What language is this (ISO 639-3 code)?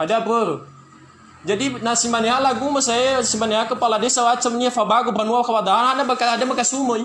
nia